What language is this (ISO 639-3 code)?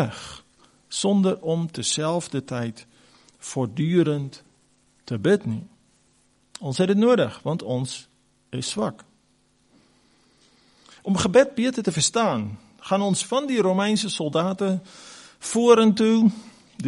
afr